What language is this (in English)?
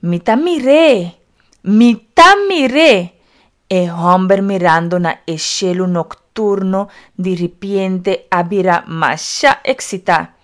Papiamento